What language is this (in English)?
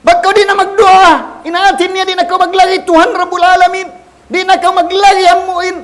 Tausug